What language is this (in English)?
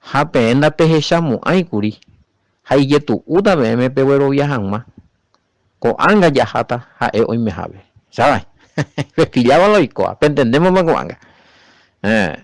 Guarani